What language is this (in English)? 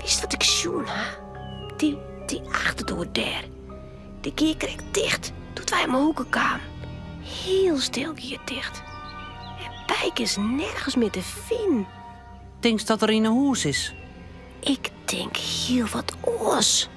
Western Frisian